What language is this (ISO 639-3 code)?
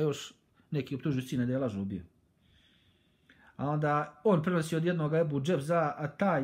bos